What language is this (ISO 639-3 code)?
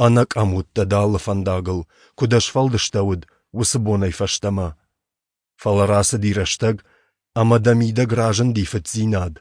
oss